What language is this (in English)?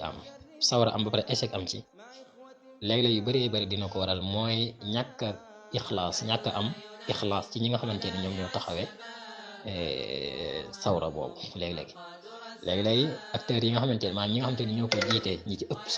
Wolof